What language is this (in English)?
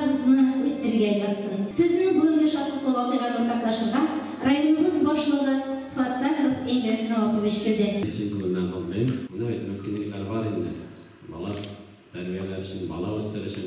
Tatar